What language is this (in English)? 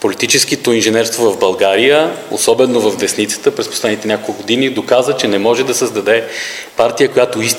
Bulgarian